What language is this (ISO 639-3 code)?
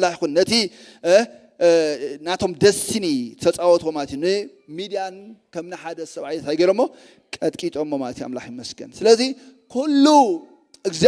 tir